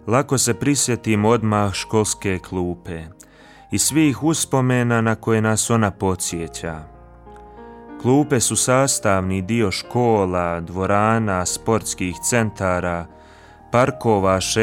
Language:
Croatian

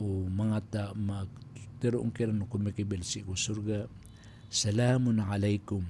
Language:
Maranao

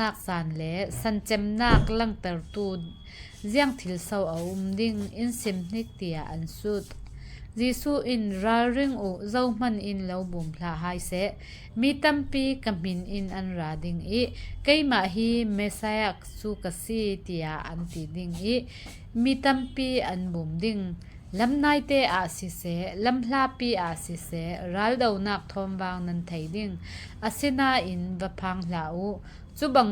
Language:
Falam Chin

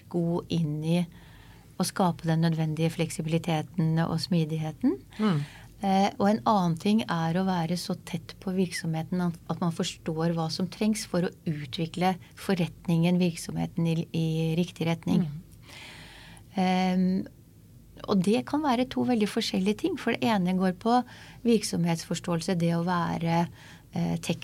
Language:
Norwegian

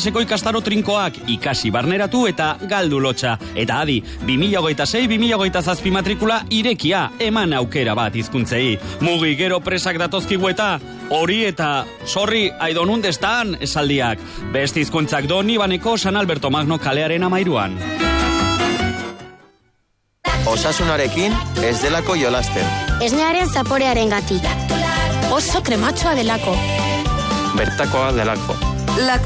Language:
Basque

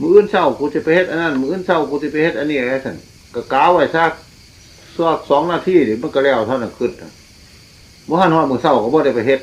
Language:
Northeastern Thai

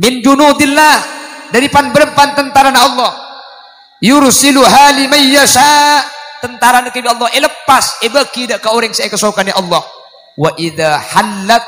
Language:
Madurese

